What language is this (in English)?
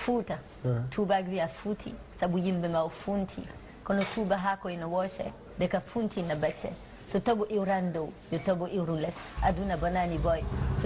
Fula